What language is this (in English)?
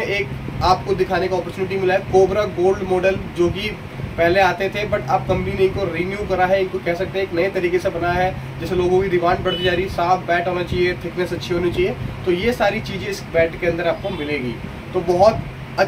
Hindi